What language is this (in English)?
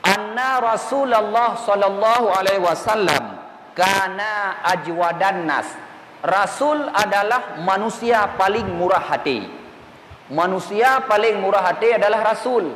Achinese